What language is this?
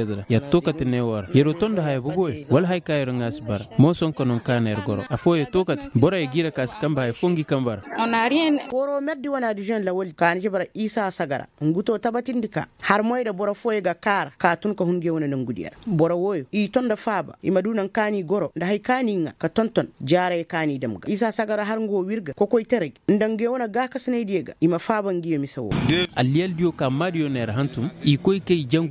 Koyraboro Senni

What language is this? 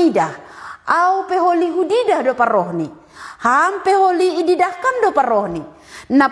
Batak Simalungun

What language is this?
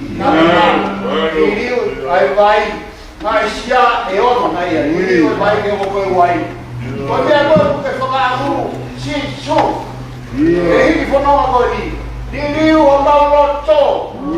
Tongan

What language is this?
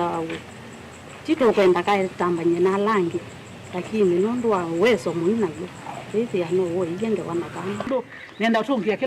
Kamba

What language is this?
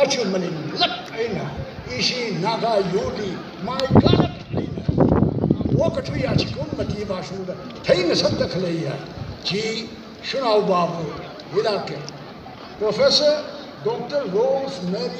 Tangkhul Naga (India)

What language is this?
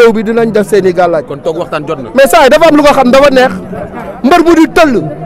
Wolof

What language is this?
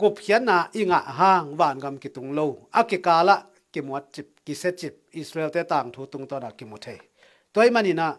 Tedim Chin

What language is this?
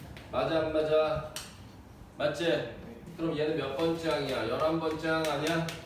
Korean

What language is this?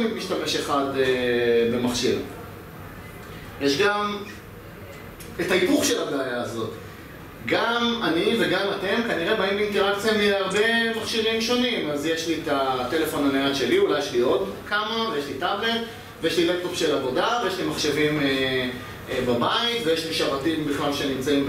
Hebrew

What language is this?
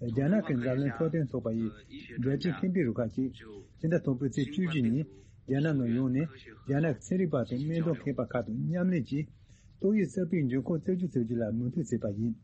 Tibetan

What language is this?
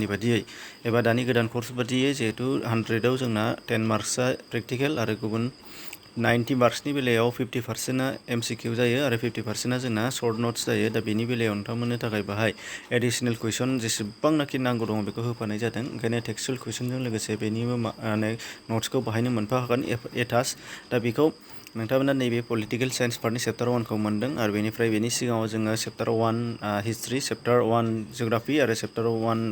Bodo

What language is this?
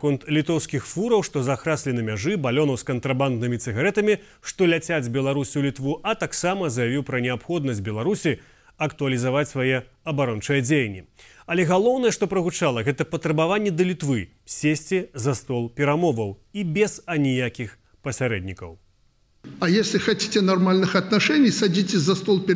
Belarusian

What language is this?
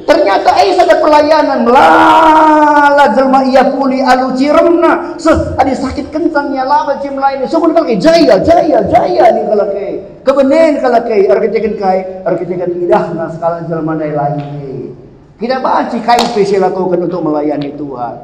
Batak Karo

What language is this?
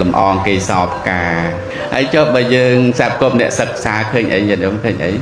Khmer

